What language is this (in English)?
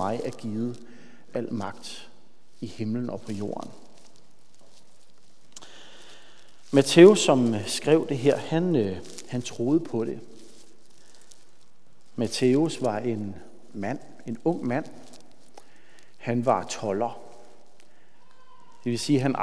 Danish